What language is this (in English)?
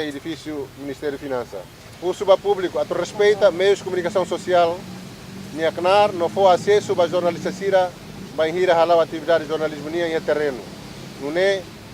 Tetum